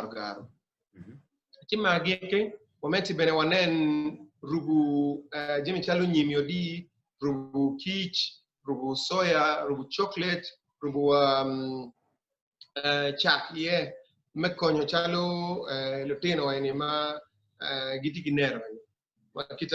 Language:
Acoli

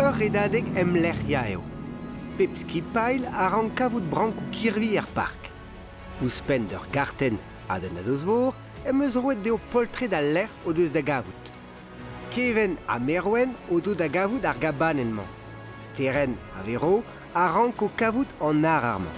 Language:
Breton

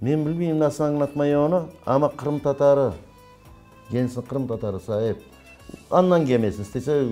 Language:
Crimean Tatar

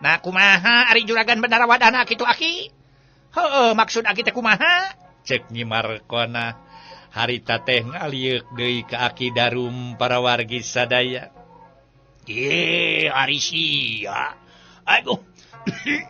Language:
Sundanese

